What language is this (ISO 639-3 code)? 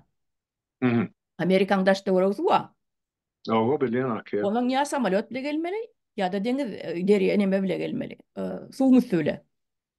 tuk